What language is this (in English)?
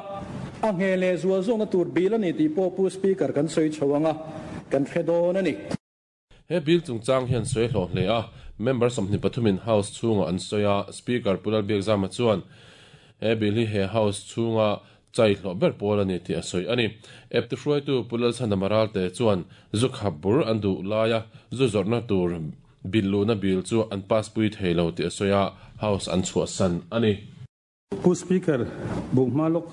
Mizo